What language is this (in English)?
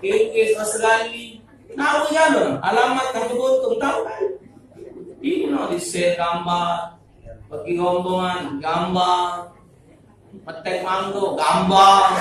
Musi